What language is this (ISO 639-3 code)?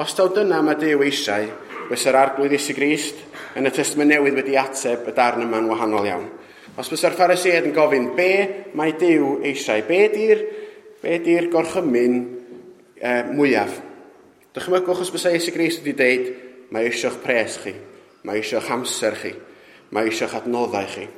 cym